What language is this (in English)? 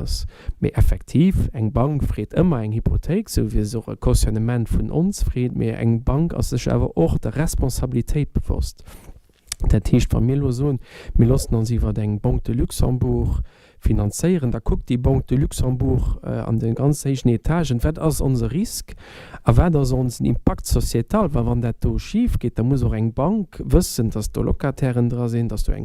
Luxembourgish